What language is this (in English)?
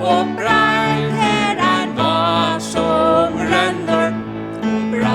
Faroese